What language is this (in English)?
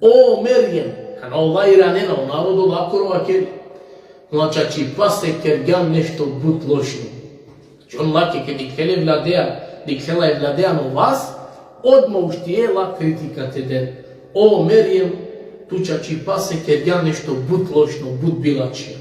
Balkan Romani